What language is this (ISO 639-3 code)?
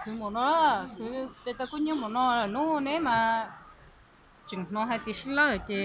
hmn